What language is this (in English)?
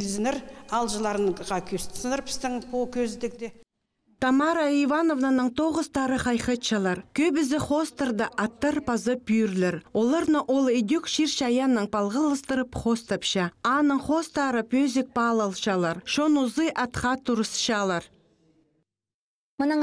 Khakas